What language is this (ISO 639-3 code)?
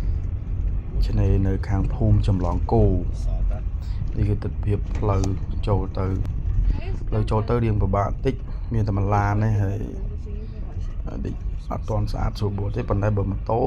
khm